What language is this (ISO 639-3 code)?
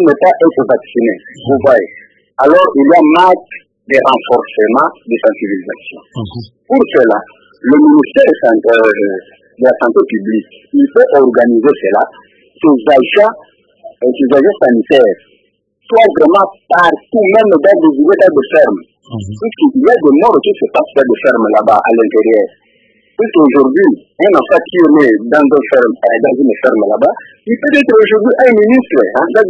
fra